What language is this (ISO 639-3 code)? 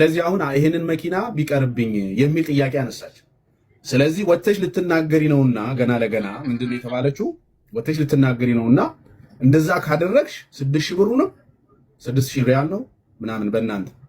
amh